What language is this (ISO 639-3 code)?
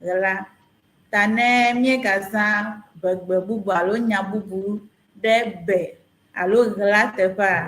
ewe